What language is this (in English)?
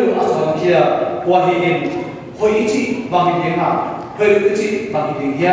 Tedim Chin